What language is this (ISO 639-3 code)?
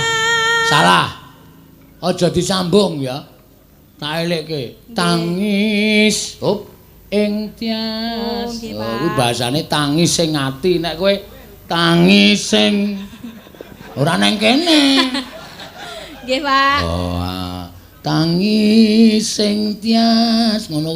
jav